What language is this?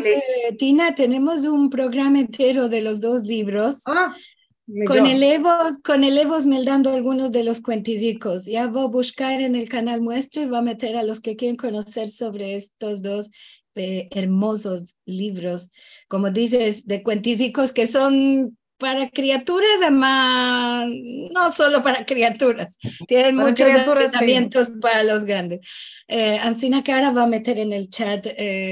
Ladino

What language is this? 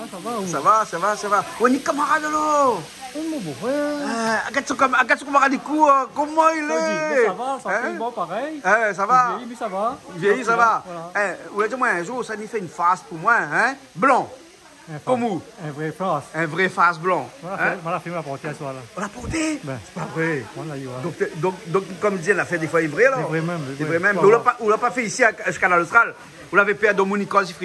Réunion Creole French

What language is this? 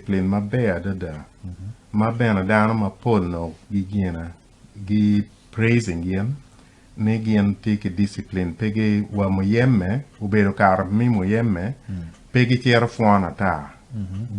Acoli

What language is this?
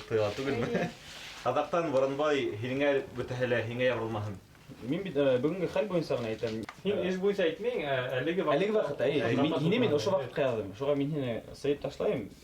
Bashkir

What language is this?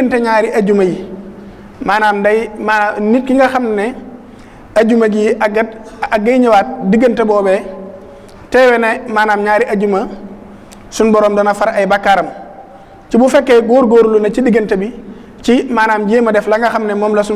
Wolof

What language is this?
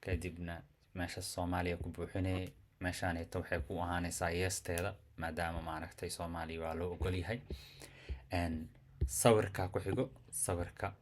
Somali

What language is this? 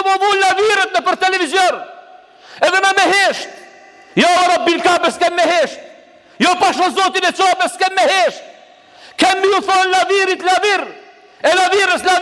Albanian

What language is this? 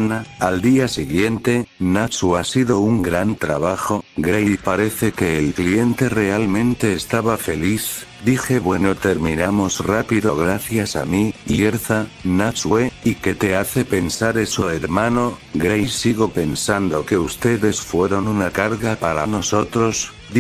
Spanish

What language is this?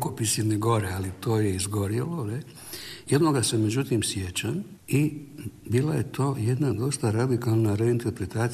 Croatian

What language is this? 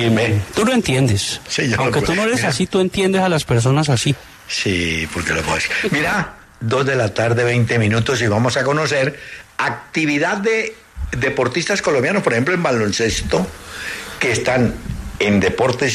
Spanish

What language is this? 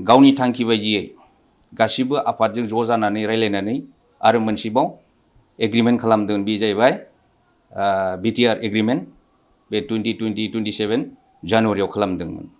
Bodo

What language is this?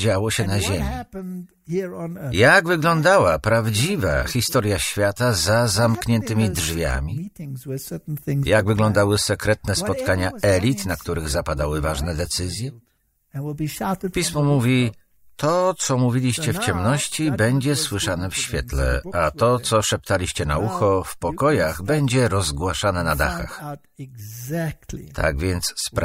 Polish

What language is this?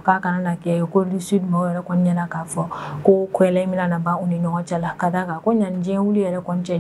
Bambara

